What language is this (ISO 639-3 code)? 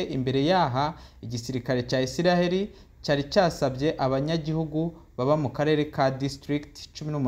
run